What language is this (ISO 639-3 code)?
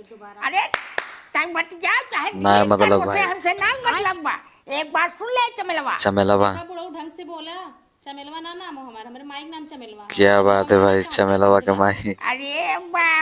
awa